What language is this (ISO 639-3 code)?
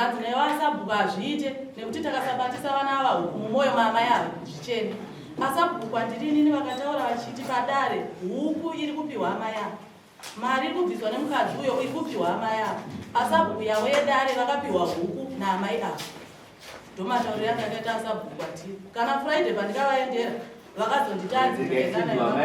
sna